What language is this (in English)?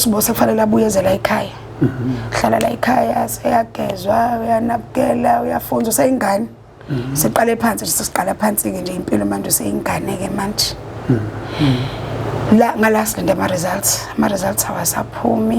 Zulu